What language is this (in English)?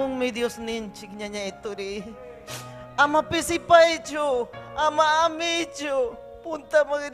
Ayacucho Quechua